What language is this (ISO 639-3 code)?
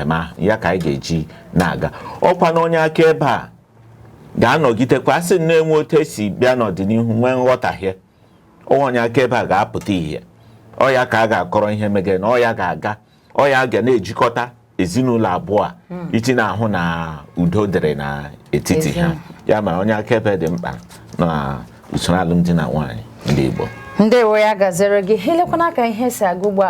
ibo